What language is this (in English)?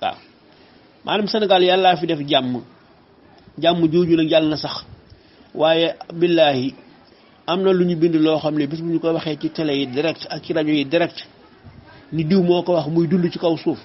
Wolof